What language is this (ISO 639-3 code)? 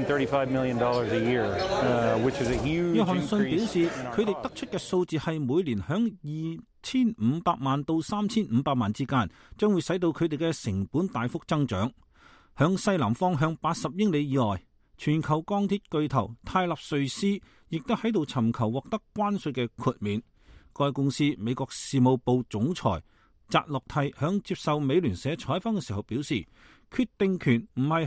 yue